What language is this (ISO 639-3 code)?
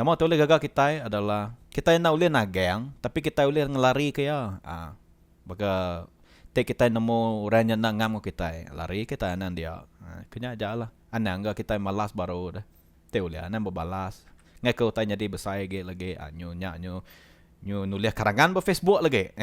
iba